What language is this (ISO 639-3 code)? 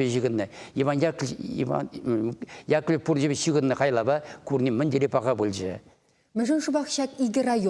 chv